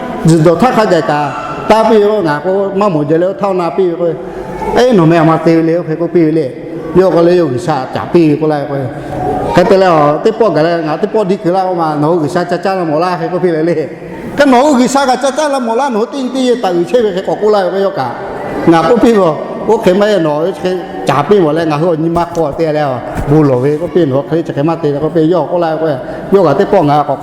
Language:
Lahu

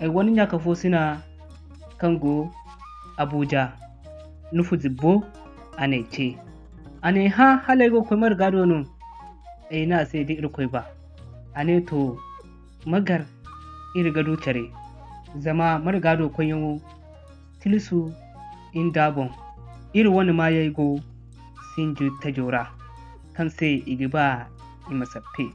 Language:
Zarma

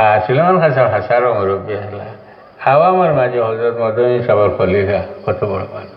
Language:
Sylheti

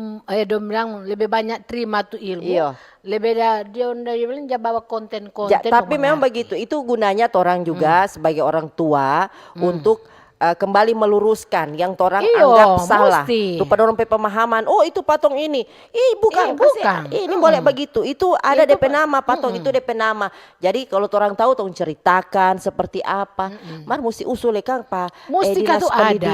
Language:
Manado Malay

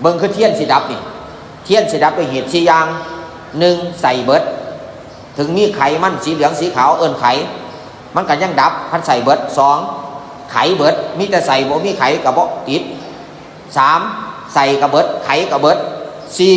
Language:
Northeastern Thai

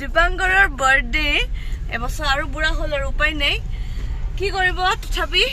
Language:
Assamese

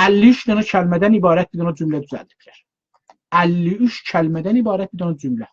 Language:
South Azerbaijani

